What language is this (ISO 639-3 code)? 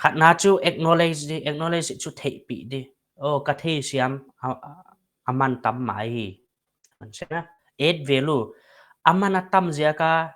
pck